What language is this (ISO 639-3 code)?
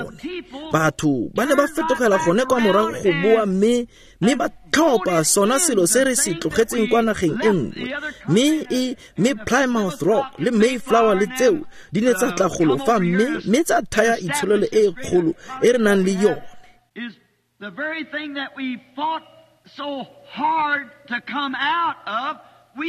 tsn